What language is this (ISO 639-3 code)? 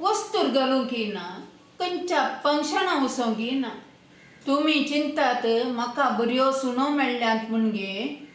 kok